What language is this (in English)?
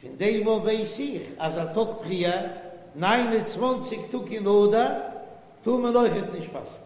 Yiddish